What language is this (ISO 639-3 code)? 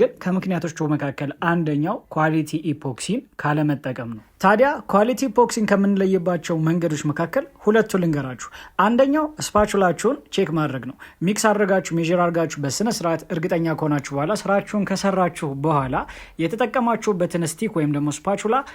amh